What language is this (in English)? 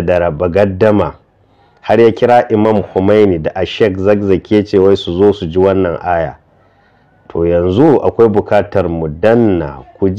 Hausa